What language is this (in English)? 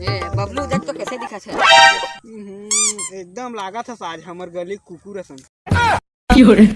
Chhattisgarhi